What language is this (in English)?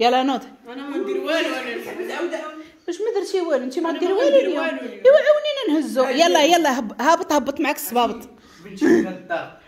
Moroccan Arabic